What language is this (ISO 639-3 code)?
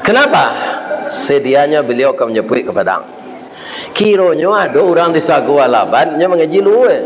min